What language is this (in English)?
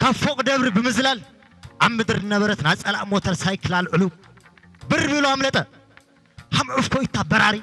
Tigrinya